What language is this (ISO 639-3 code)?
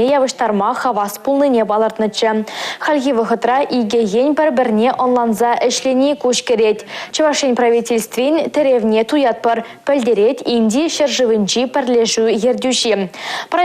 chv